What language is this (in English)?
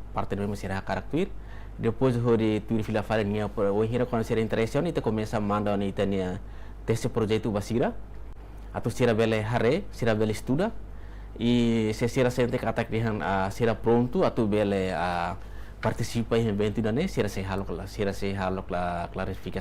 Tetum